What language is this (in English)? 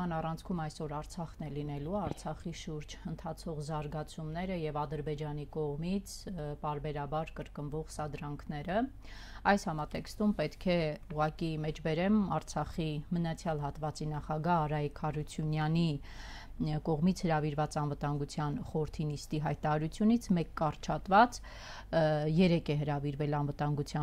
Armenian